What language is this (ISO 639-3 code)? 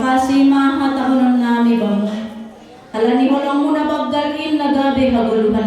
bts